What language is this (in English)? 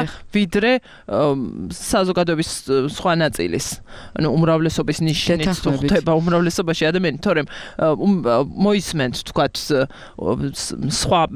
Georgian